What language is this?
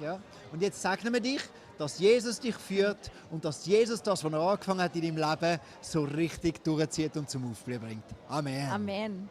Swiss German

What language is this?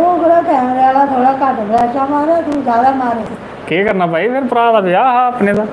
Dogri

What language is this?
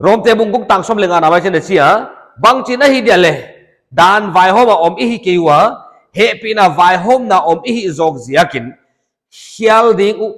Paite Chin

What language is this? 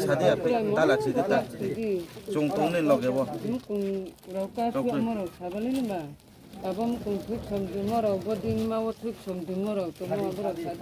Riang (India)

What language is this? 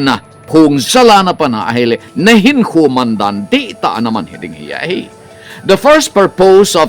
Thado Chin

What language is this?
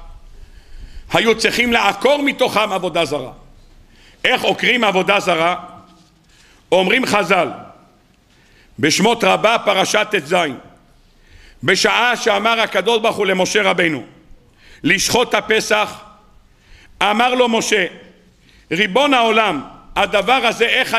Hebrew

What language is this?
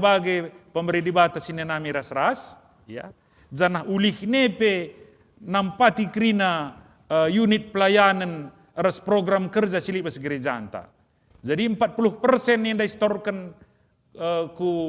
Batak Karo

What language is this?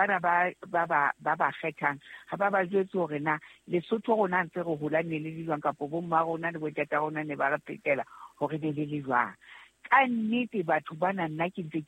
Southern Sotho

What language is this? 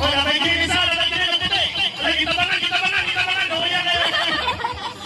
Cebuano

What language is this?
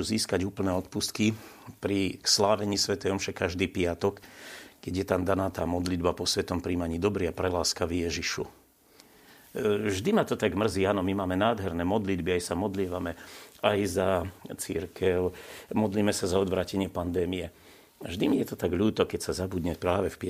Slovak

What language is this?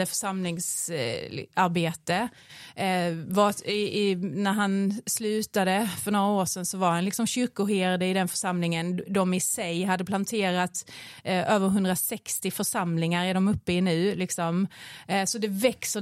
Swedish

